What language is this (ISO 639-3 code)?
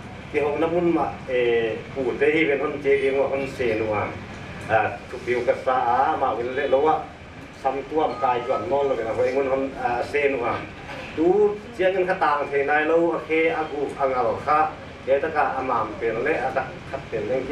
pck